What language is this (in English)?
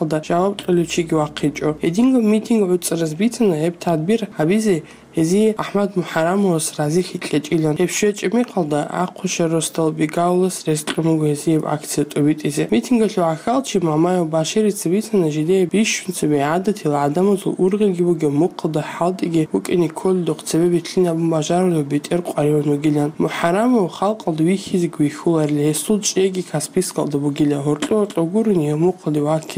Avaric